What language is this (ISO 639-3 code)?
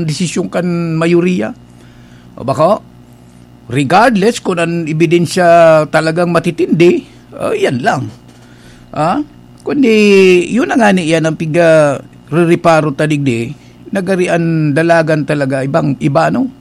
bik